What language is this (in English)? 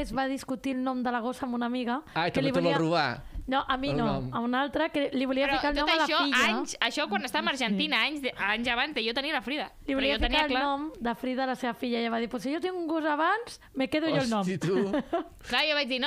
Catalan